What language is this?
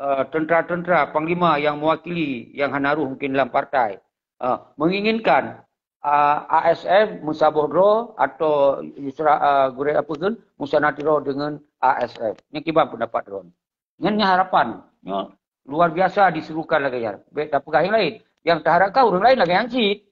Achinese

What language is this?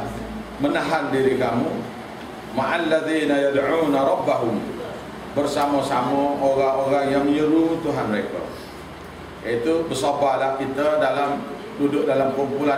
Malay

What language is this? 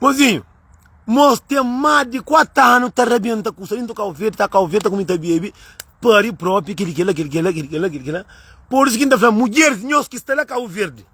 Kabuverdianu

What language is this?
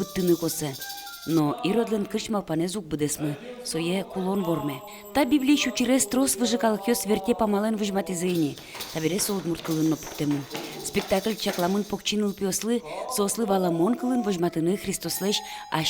Udmurt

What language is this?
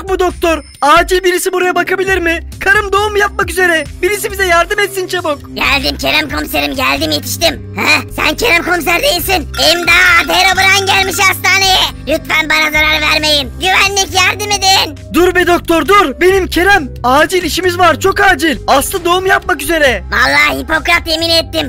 Turkish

